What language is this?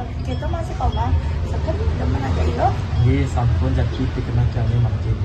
Balinese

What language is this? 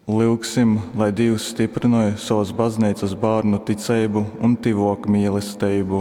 Latgalian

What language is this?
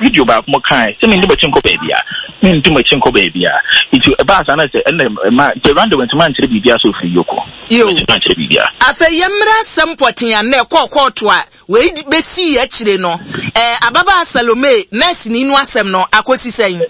Akan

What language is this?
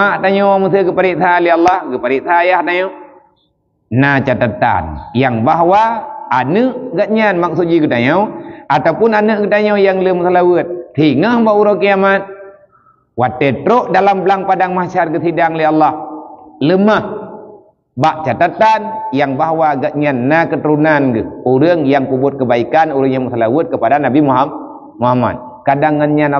Achinese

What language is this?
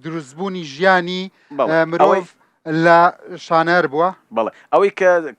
Central Kurdish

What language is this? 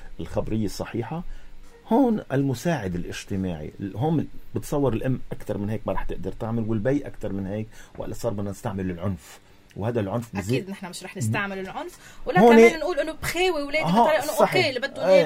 North Levantine Arabic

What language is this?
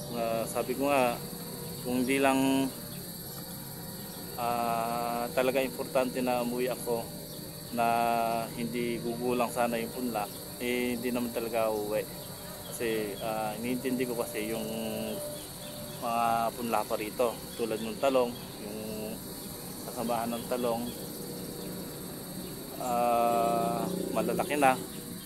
Filipino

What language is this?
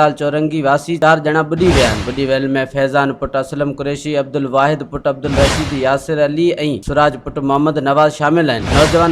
Sindhi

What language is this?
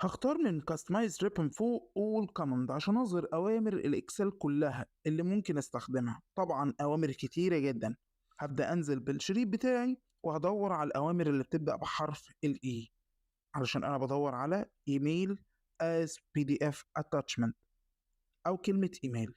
Egyptian Arabic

